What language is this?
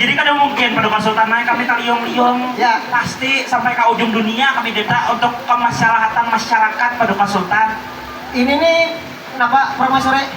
Banjar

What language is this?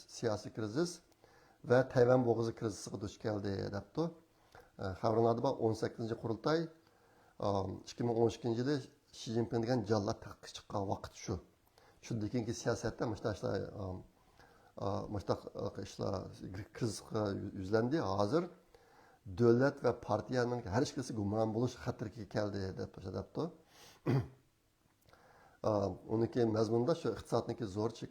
Uyghur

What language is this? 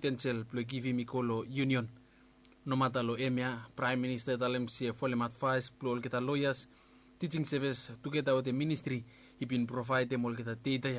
Bislama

